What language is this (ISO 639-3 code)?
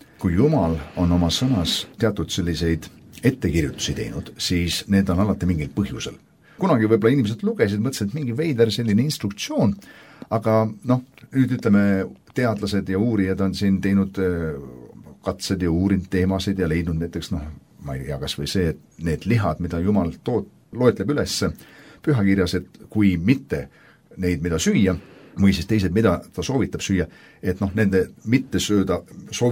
est